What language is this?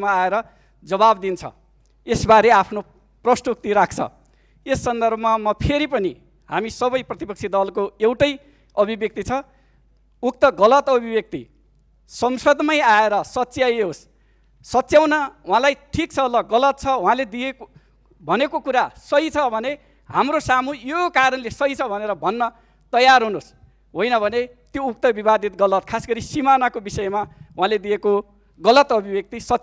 Nepali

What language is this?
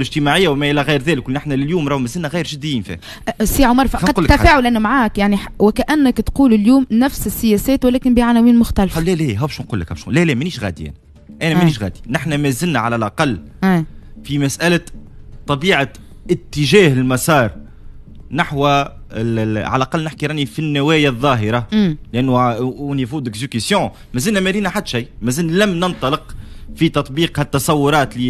Tunisian Arabic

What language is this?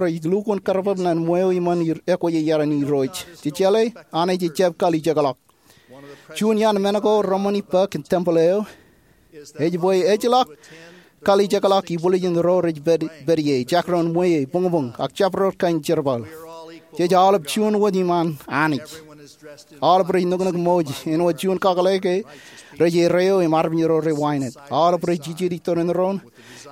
Marshallese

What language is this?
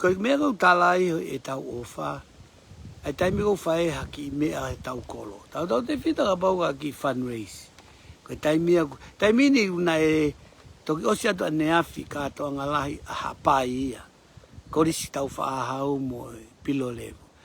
Tongan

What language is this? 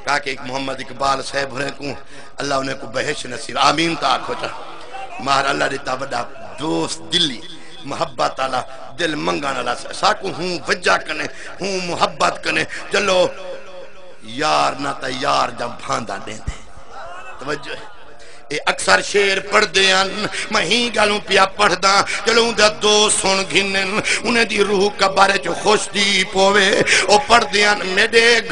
Saraiki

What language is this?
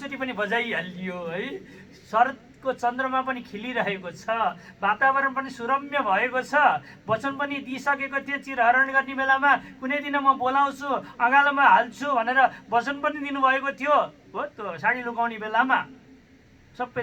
Nepali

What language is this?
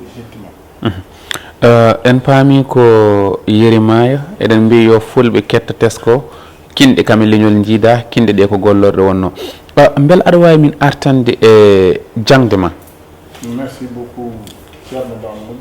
Fula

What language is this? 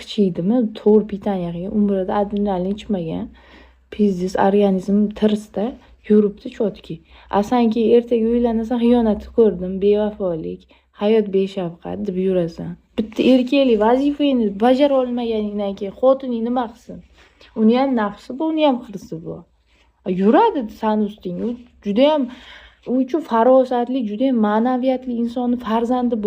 Uzbek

